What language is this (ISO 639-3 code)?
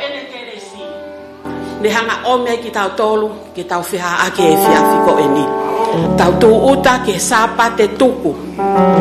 ton